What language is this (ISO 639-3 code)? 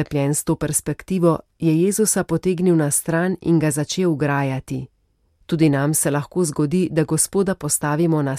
slv